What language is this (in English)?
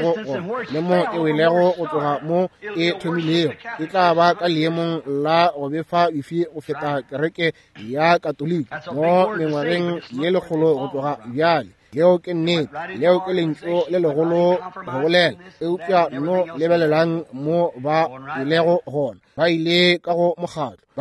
Northern Sotho